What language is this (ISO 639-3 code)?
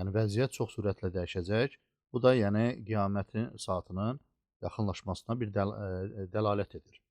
aze